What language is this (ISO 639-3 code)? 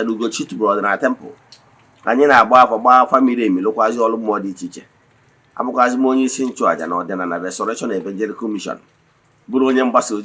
ibo